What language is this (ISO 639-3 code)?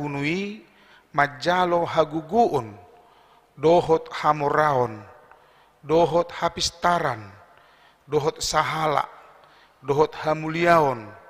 bbc